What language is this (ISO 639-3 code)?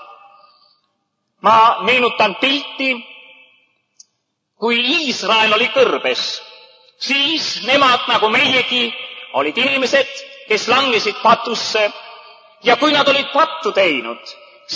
est